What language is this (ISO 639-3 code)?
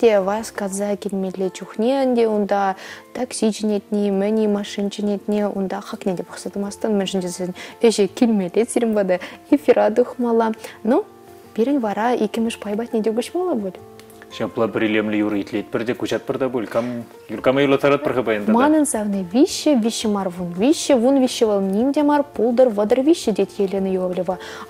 chv